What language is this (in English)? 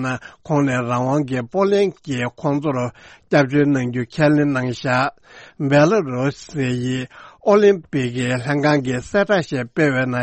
Tibetan